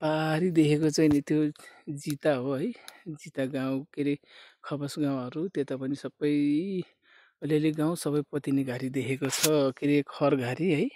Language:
Nepali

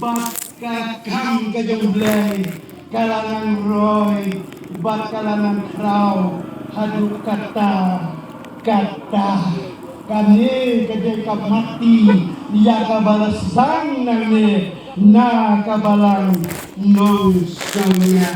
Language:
Khasi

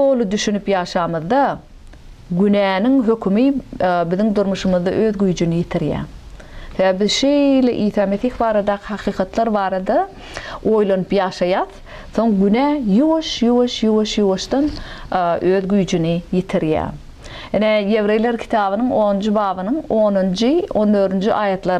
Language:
Turkmen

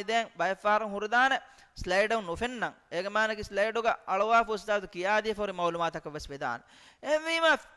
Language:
Divehi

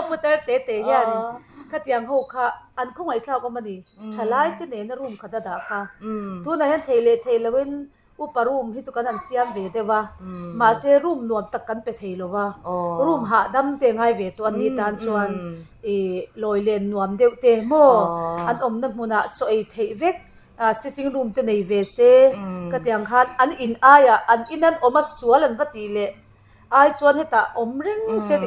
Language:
Mizo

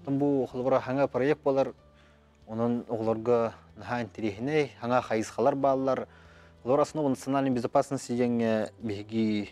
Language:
Yakut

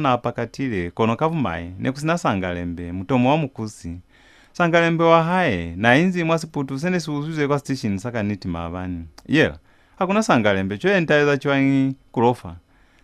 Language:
Lozi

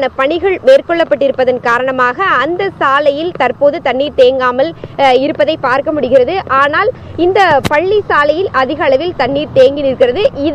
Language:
Tamil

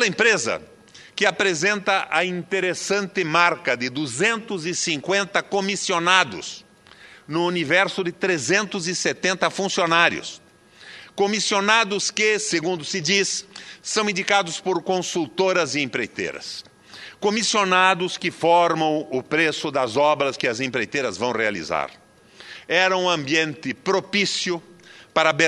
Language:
Portuguese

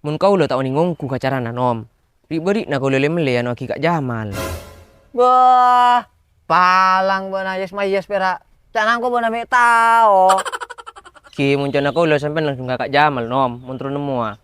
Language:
Madurese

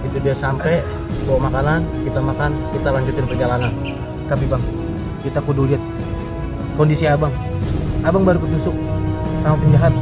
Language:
Betawi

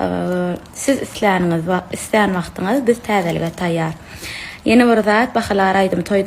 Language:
Turkmen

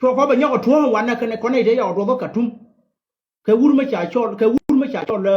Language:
Nuer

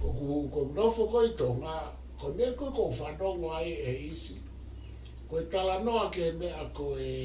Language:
Tongan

